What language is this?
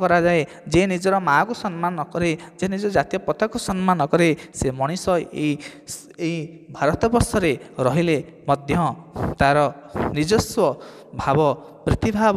Odia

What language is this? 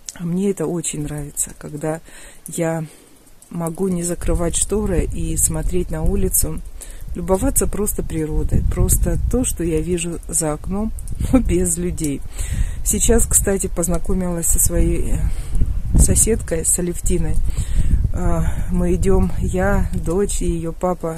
Russian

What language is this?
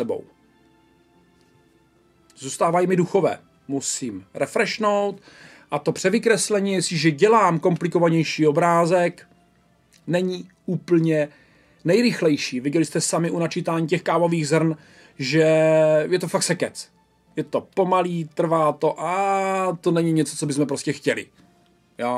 Czech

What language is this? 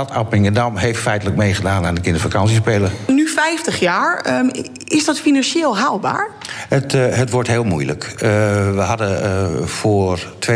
Dutch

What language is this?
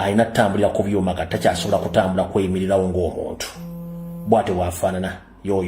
Ganda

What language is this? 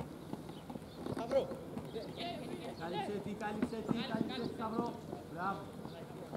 Greek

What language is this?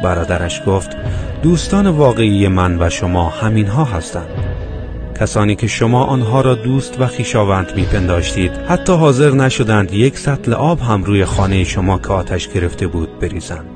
Tajik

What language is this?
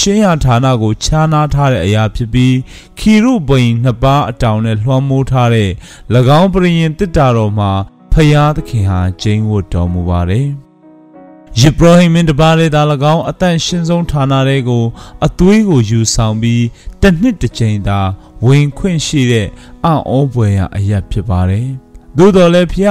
Burmese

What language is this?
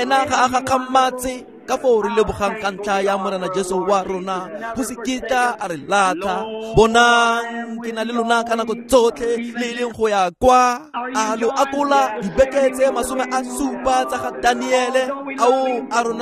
Tswana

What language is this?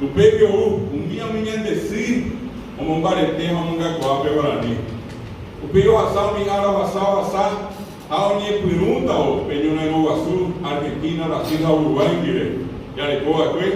Guarani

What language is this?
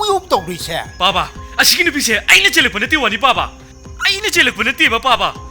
Manipuri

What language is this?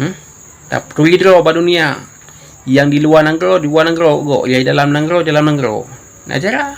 Achinese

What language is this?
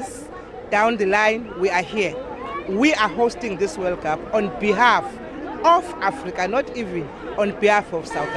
Venda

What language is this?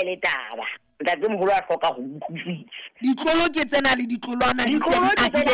Southern Sotho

